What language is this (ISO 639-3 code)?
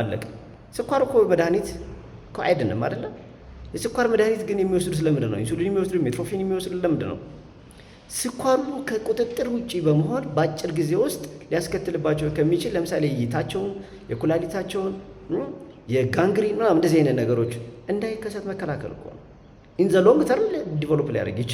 amh